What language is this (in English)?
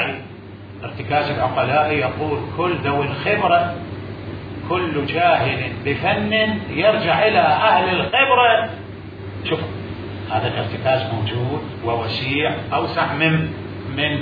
Mesopotamian Arabic